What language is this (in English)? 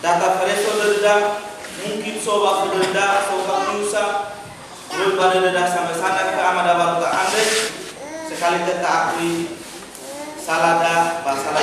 Nias